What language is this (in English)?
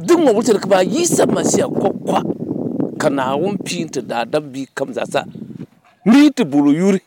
Dagbani